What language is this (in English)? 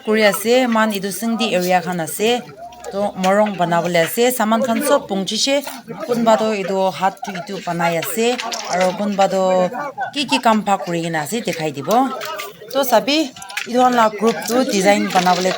Naga Pidgin